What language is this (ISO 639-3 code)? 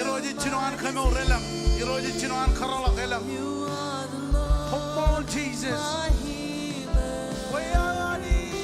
mah